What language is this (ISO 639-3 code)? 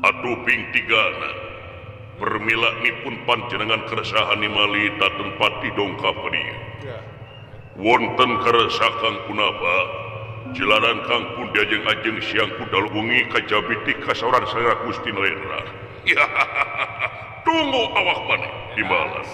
sun